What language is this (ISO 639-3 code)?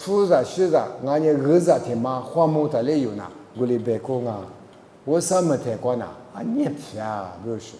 lis